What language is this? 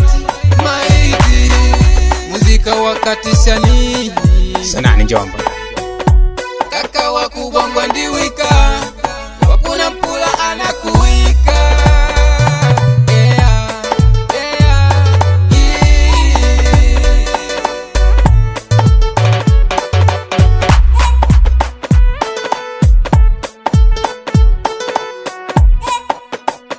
Swahili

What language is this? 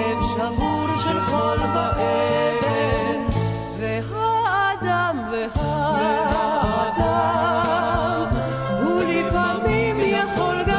Hebrew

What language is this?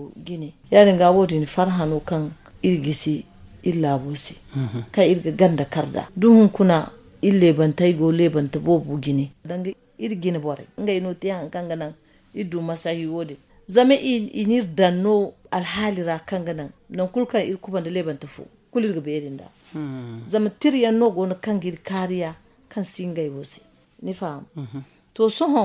Zarma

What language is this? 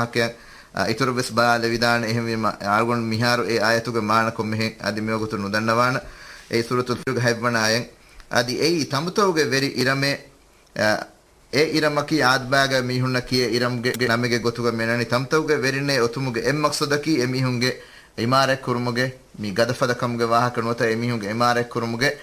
Divehi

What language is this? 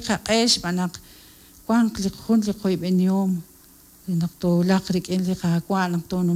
Kekchí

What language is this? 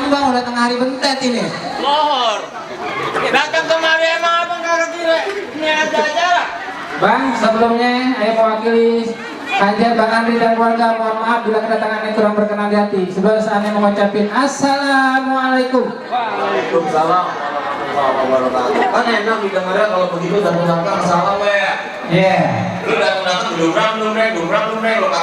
Betawi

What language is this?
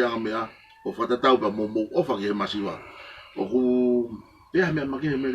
Tongan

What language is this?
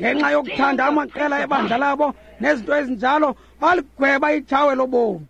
Xhosa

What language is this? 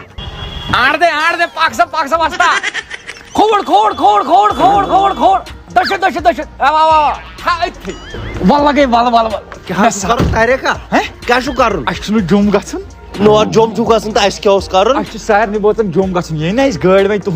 Kashmiri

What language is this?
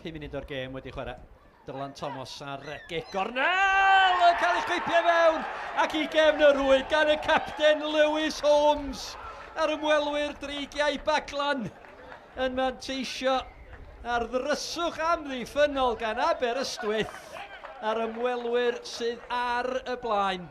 Welsh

